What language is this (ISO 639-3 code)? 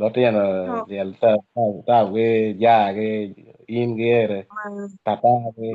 ach